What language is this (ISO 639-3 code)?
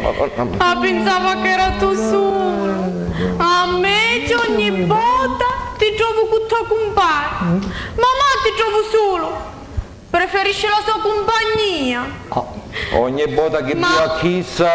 scn